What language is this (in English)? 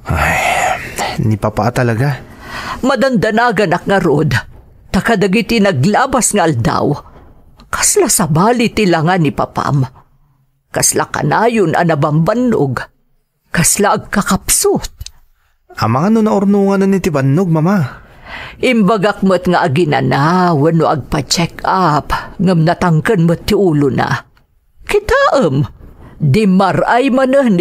Iloko